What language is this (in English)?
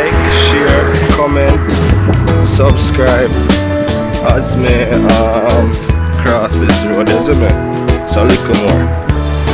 Jamaican Creole English